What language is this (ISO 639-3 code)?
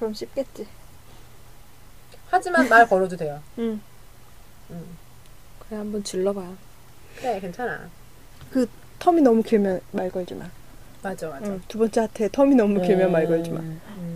kor